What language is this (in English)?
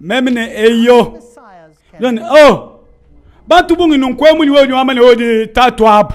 Luba-Lulua